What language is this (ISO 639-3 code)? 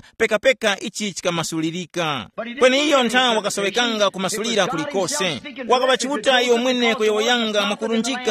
tum